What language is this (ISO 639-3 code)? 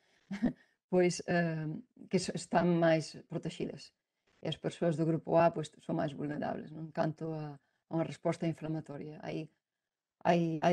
glg